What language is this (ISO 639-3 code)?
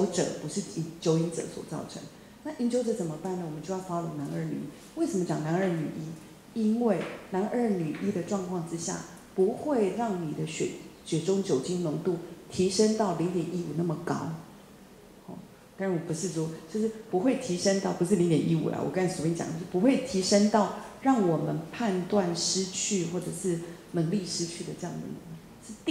zho